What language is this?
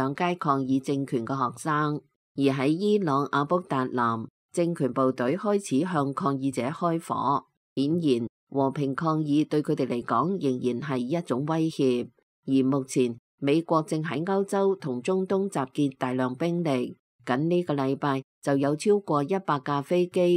Cantonese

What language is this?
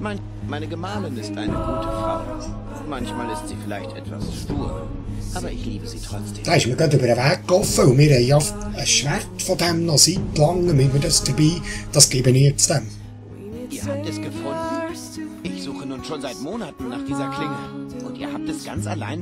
Swiss German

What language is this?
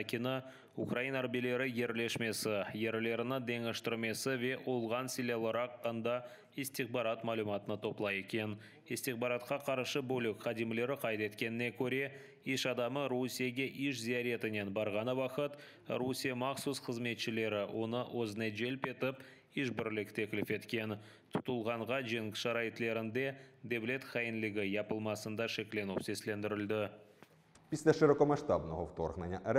Crimean Tatar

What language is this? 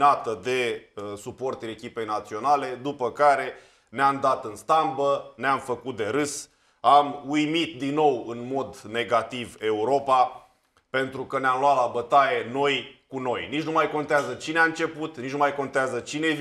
Romanian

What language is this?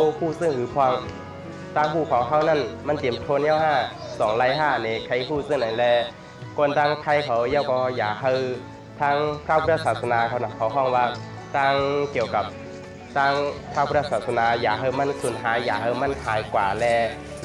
Shan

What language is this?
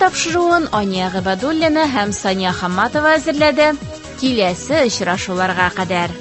Tatar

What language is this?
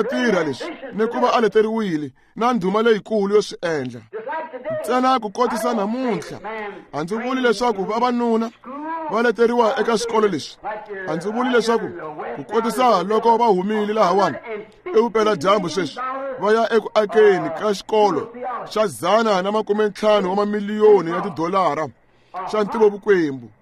Tsonga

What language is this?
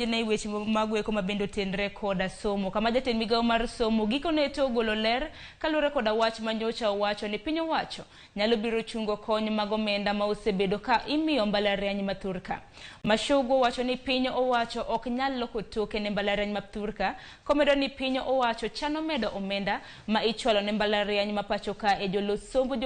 Luo (Kenya and Tanzania)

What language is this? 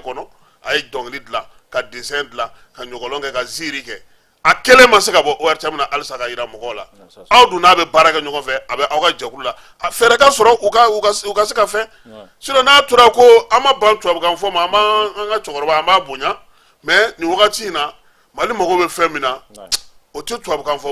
Bambara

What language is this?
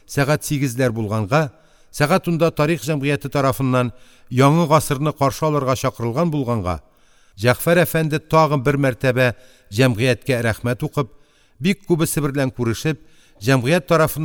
Tatar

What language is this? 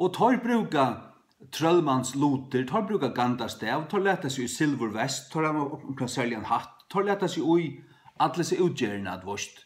Faroese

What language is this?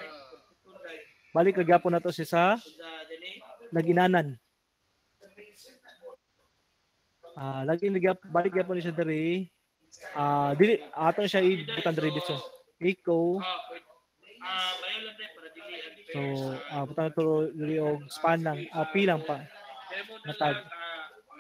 Cebuano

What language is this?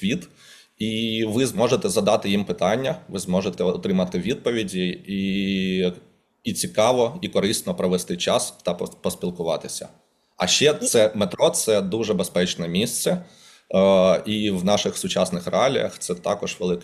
Ukrainian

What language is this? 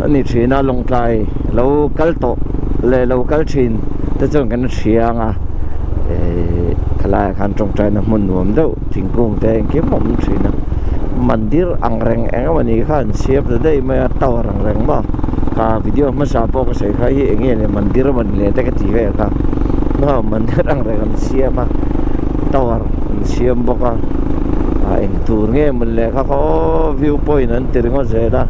Mizo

